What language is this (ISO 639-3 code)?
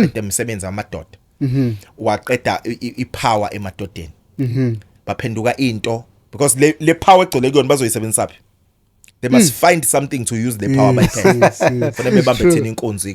zul